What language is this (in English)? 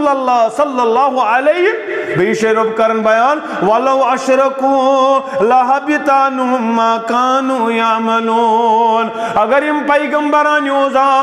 Kashmiri